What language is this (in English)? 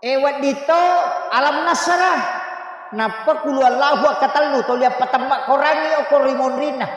Buginese